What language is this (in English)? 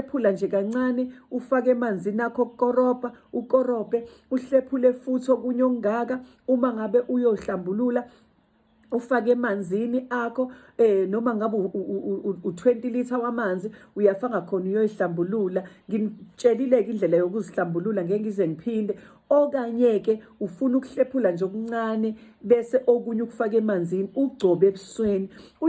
Zulu